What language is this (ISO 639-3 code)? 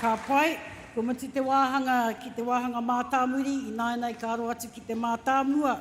mri